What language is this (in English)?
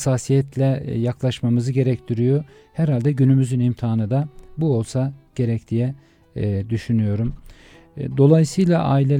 Turkish